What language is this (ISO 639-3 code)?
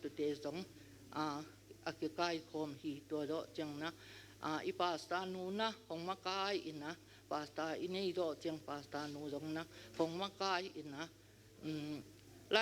ctd